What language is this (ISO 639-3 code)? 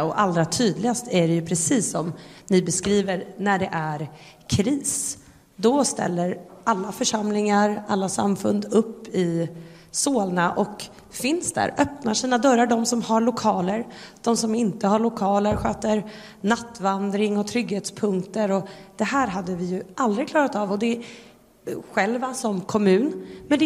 swe